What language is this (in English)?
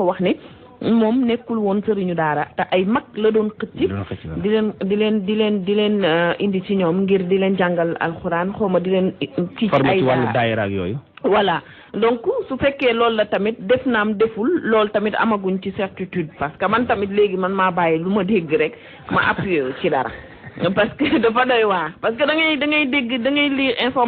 Wolof